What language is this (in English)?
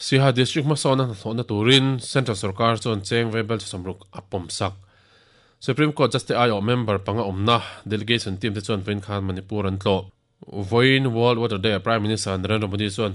Mizo